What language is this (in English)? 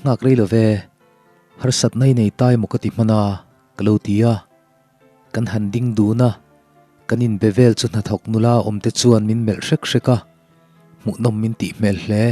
Mizo